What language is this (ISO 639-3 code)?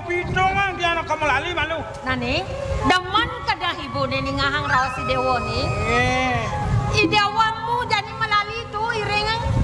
ban